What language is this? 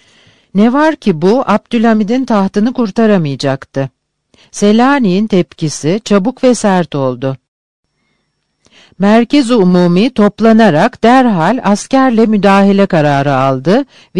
Turkish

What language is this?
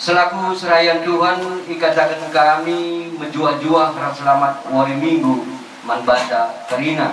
Batak Karo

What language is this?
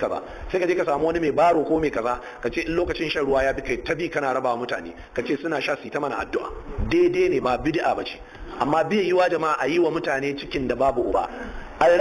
Hausa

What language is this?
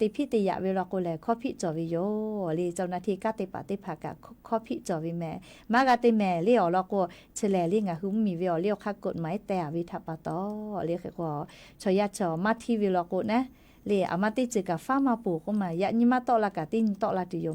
Lahu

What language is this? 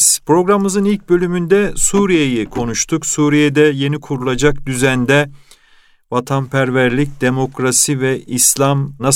Turkish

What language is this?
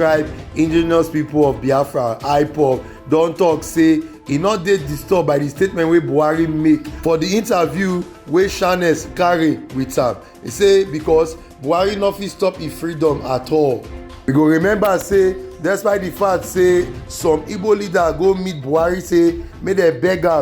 Nigerian Pidgin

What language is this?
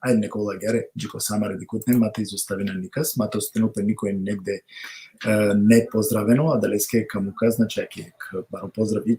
Balkan Romani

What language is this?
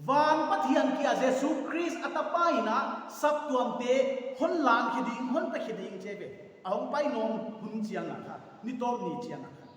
Paite Chin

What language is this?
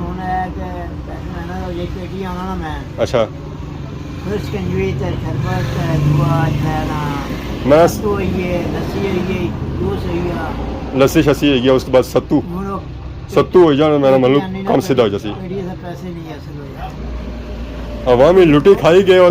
Pahari-Potwari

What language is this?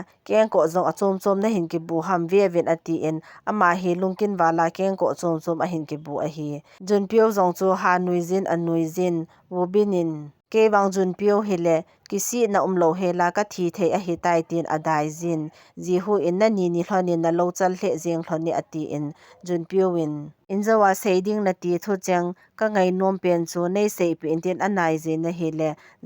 Thado Chin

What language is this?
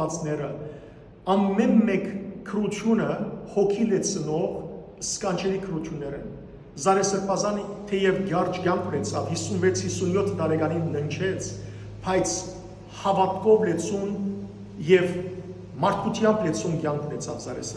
Western Armenian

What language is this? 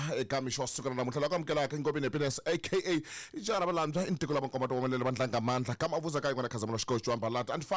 Tsonga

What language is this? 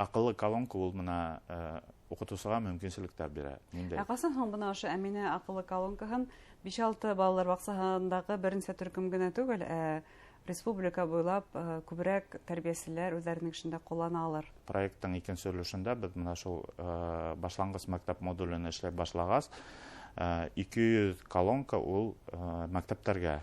Bashkir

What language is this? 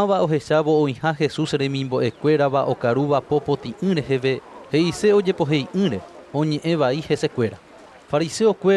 Guarani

